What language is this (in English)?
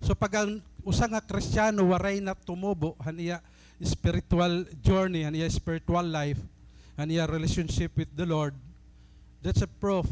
Waray